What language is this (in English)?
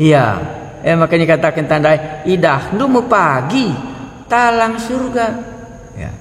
Batak Karo